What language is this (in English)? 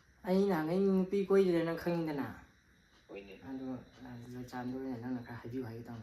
Manipuri